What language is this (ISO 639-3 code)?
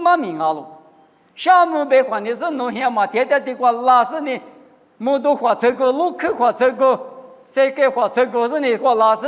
lis